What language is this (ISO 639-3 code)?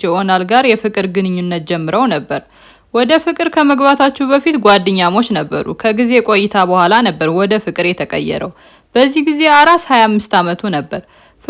amh